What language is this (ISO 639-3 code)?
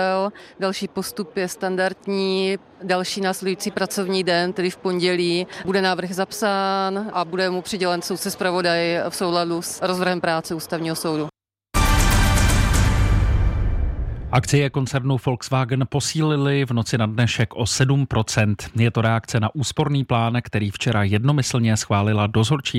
ces